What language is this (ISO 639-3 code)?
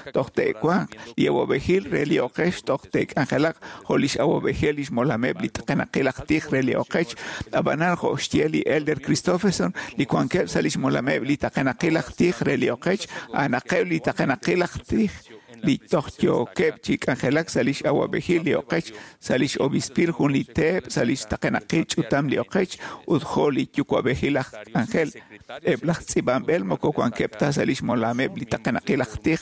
kek